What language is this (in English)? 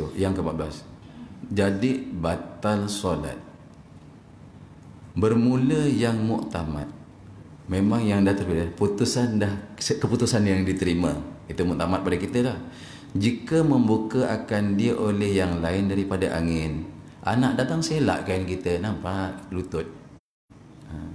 Malay